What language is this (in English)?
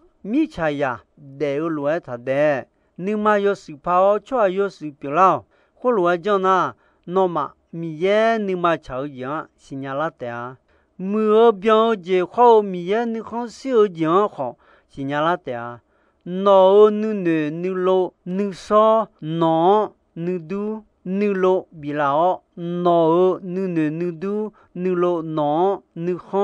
Akha